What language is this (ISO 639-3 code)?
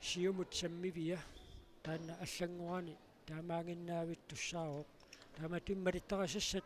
kal